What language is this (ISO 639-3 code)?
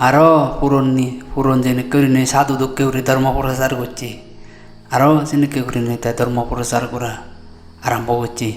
ccp